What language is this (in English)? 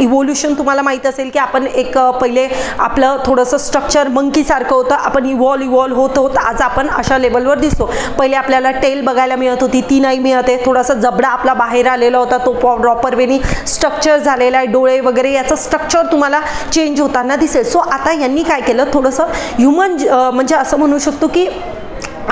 Marathi